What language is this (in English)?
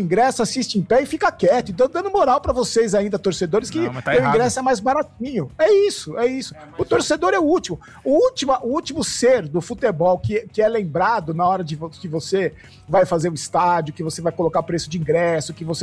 Portuguese